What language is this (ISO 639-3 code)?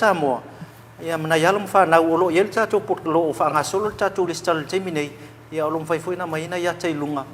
smo